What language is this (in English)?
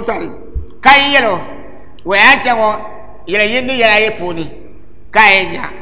Dagbani